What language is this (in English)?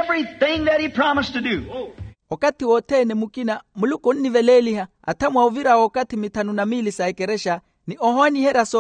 Makhuwa